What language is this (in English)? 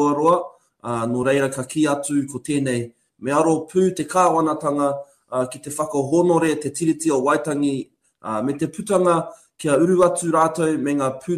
Māori